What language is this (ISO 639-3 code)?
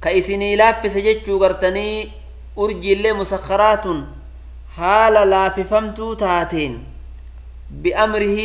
orm